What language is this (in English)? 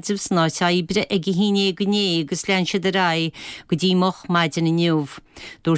Irish